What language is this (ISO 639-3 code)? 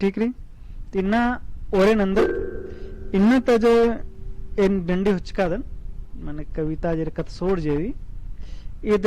kru